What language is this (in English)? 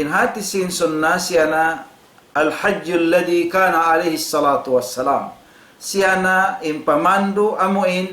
Tausug